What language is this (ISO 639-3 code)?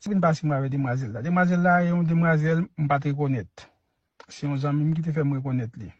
hat